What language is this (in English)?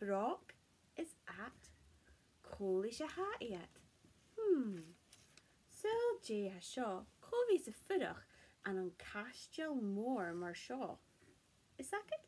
Scottish Gaelic